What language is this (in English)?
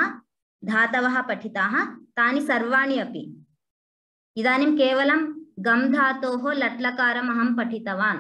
Sanskrit